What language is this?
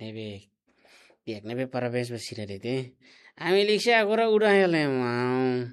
Tetum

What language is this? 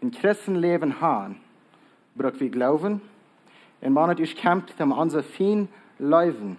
Plautdietsch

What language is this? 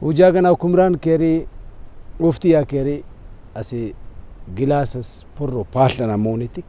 Brahui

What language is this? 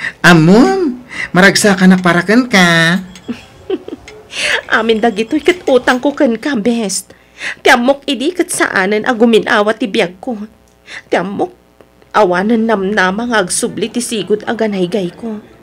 Iloko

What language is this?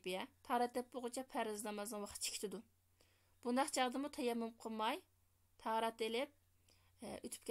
Uyghur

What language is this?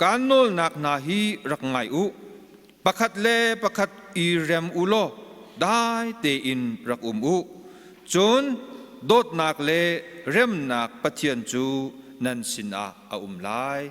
Hakha Chin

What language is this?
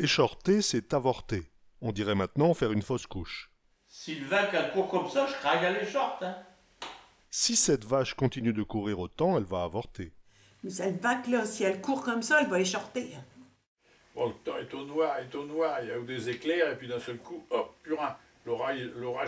Picard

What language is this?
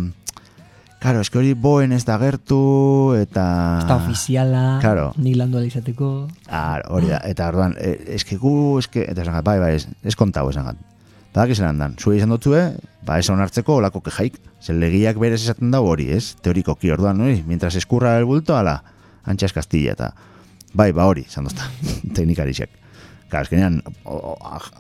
Basque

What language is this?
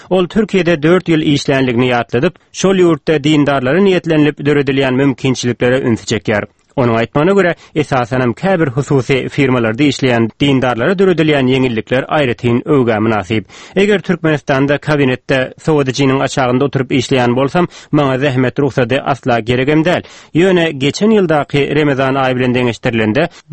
Turkmen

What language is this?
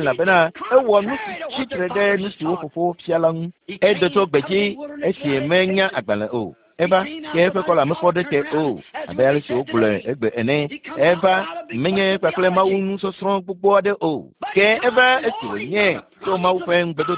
Ewe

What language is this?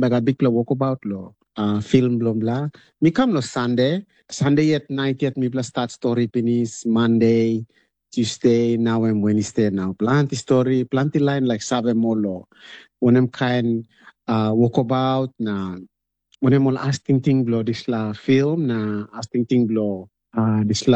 Tok Pisin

